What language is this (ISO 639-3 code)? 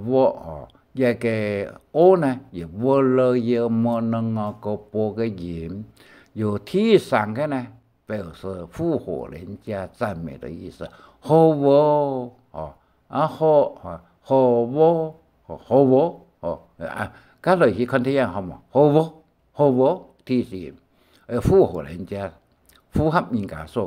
hak